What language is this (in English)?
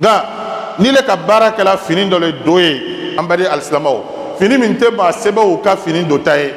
Bambara